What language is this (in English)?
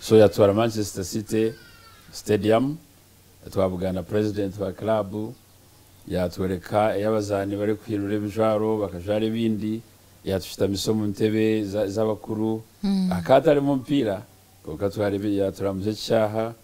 Nyankole